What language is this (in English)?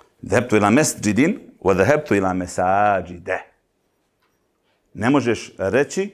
Bosnian